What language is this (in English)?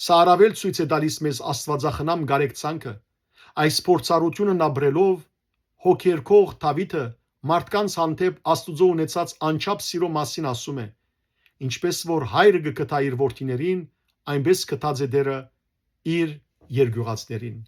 Western Armenian